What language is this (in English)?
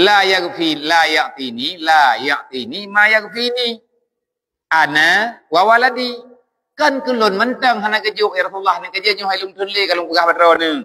Achinese